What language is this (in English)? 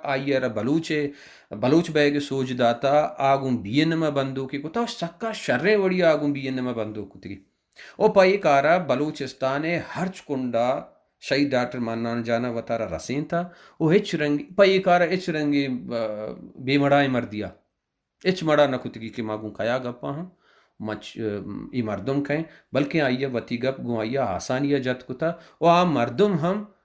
Baluchi